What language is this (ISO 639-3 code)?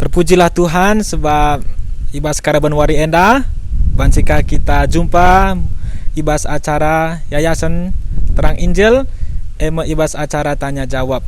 btx